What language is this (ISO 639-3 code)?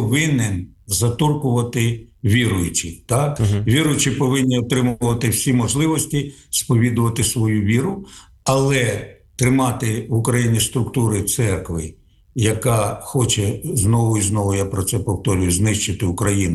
ukr